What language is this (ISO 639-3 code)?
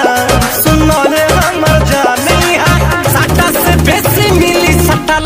bho